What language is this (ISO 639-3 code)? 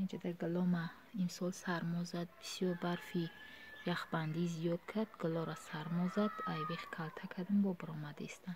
tgk